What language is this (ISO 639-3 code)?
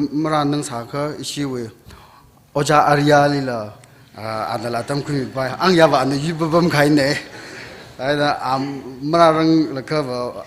nmf